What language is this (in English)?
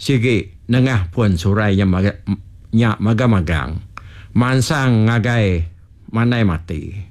Iban